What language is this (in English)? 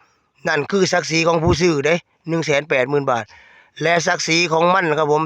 Northeastern Thai